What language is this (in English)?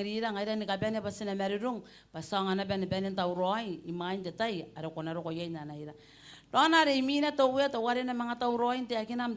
Gilbertese